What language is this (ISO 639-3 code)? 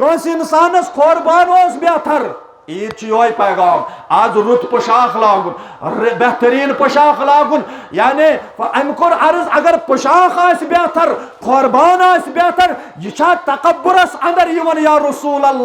kas